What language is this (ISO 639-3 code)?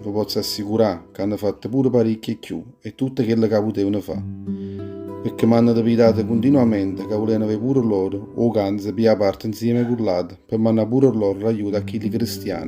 nap